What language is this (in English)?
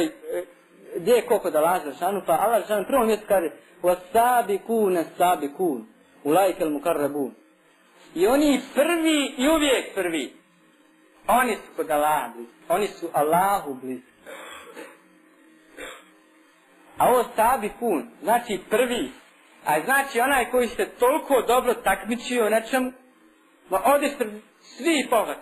Bosnian